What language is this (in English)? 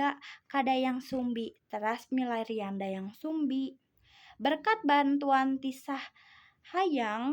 Sundanese